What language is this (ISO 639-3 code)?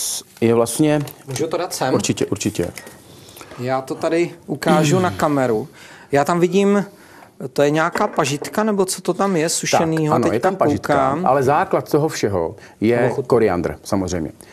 ces